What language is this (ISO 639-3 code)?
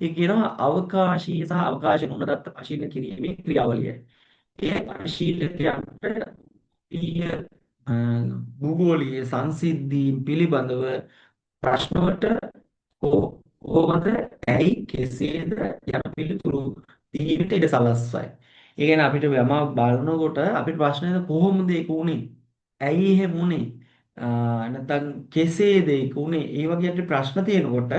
sin